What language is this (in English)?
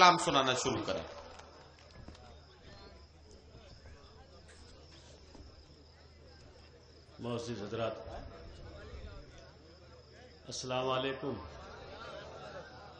Urdu